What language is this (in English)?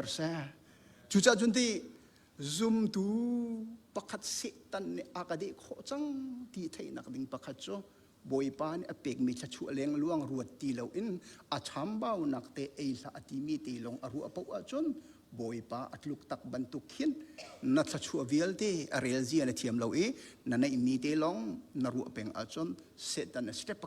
Hakha Chin